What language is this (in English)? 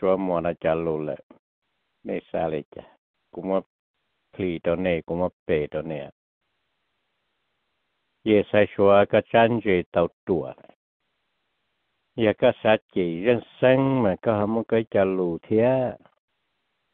Vietnamese